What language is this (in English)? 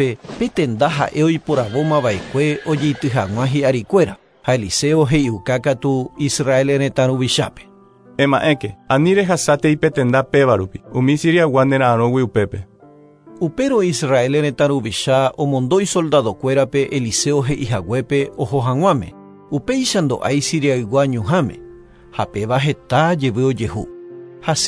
Guarani